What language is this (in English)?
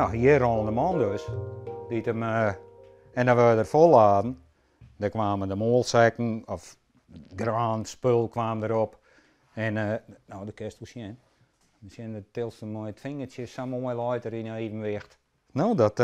Western Frisian